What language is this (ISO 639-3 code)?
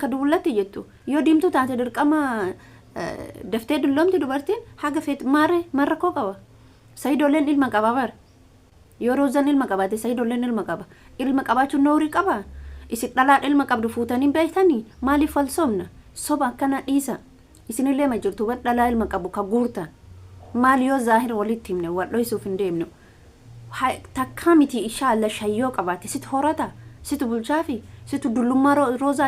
orm